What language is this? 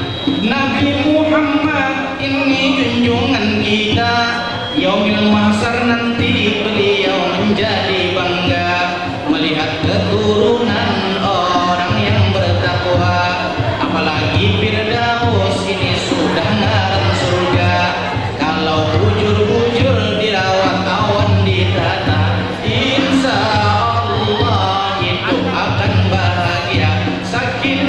Banjar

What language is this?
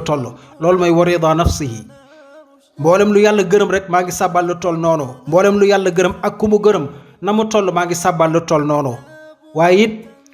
Wolof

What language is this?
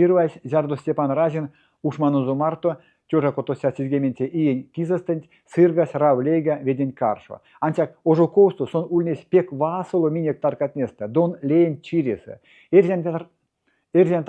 Erzya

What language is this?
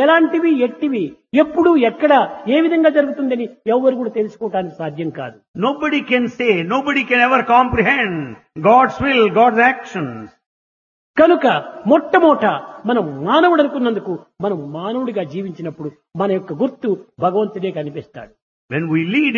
Telugu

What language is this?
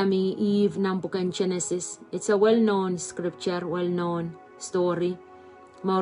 Pohnpeian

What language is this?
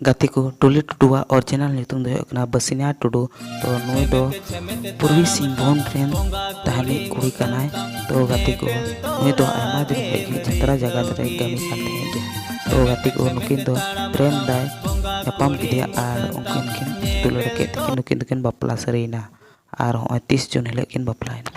Santali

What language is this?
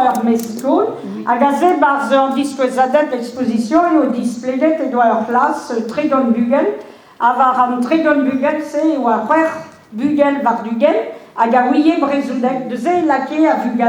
Breton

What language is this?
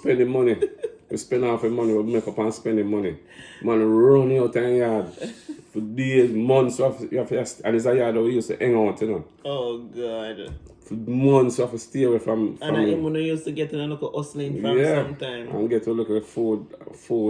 Jamaican Creole English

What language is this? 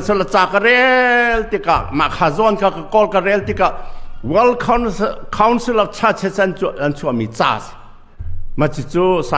Hakha Chin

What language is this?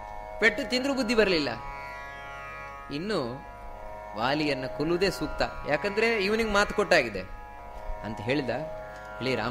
Kannada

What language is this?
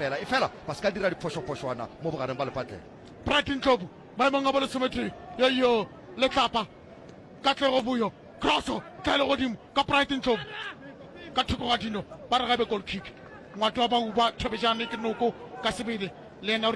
Northern Sotho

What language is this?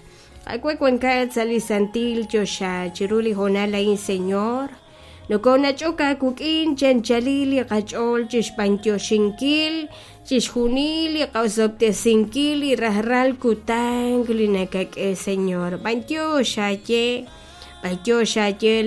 Kekchí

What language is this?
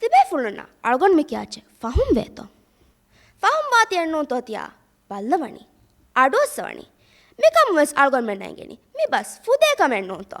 Divehi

